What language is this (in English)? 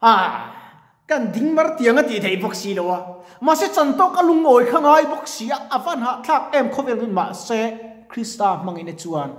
Mizo